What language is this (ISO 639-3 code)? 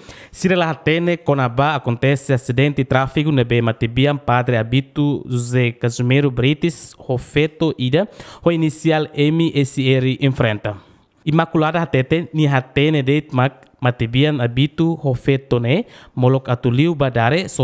tet